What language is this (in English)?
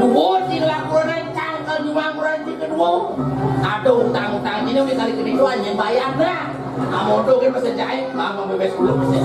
Balinese